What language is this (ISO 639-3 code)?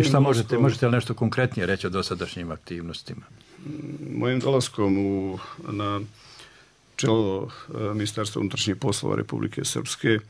bos